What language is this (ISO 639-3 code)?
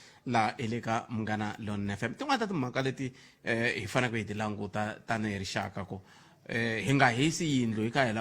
tso